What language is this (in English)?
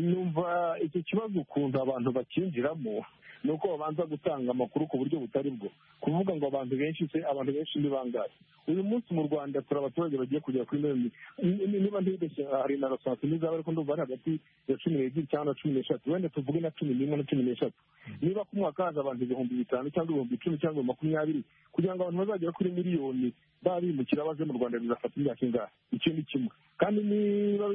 Kinyarwanda